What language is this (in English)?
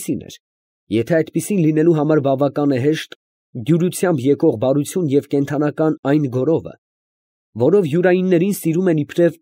Armenian